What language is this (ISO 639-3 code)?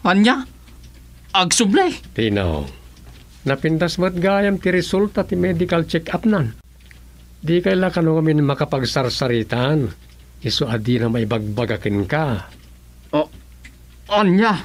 ilo